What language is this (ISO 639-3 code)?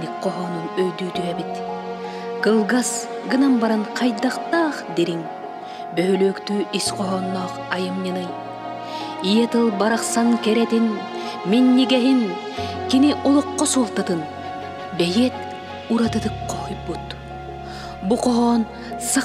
sah